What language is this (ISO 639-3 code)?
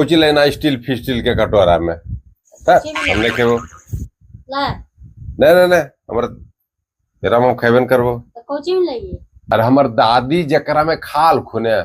mag